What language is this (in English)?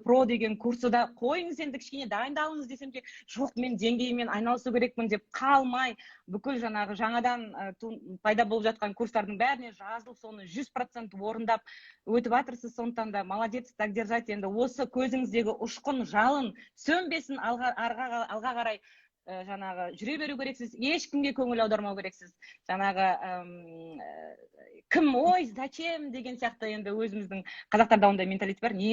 Kazakh